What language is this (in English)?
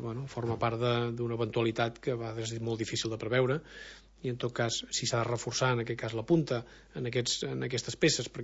Catalan